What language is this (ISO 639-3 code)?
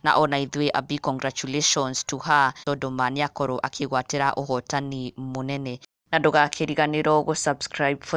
kik